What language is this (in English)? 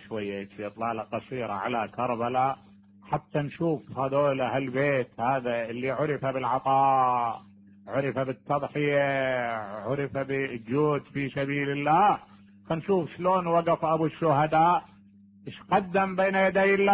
Mesopotamian Arabic